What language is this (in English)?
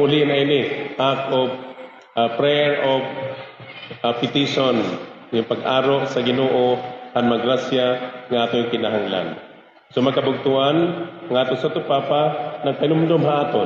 Waray